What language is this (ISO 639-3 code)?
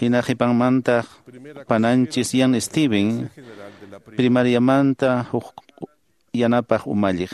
que